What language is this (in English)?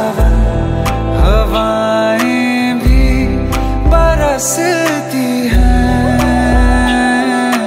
Hindi